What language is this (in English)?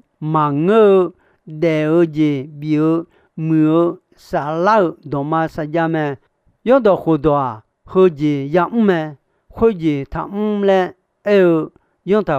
Akha